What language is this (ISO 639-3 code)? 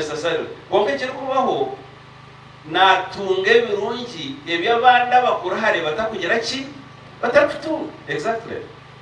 nyn